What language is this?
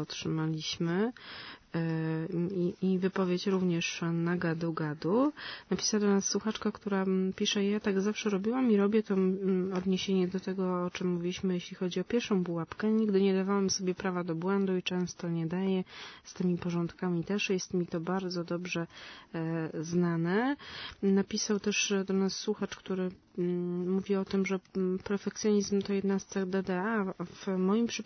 Polish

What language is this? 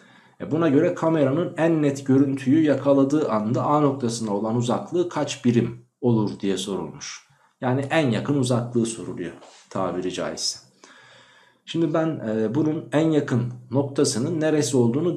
Turkish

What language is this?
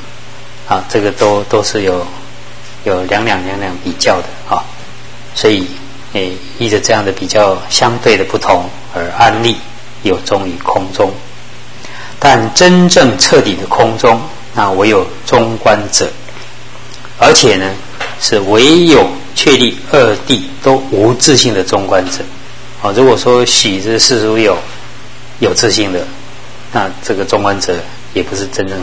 Chinese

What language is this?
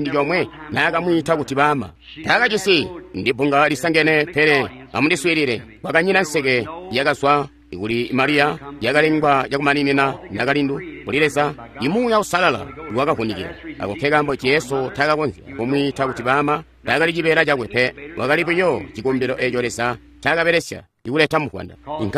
Tonga (Zambia)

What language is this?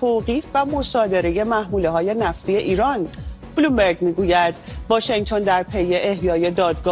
Persian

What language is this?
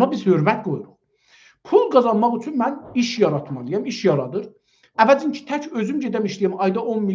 South Azerbaijani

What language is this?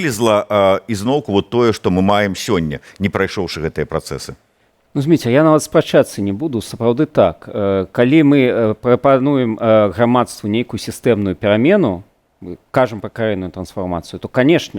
Belarusian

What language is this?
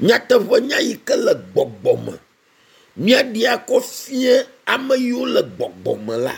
Ewe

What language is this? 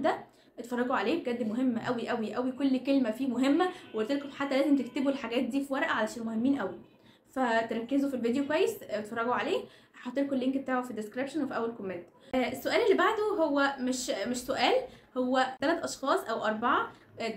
Egyptian Arabic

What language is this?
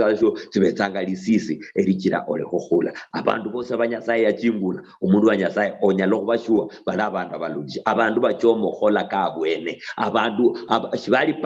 Luyia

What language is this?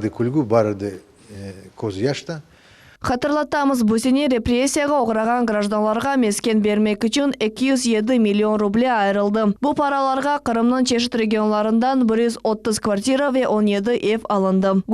Crimean Tatar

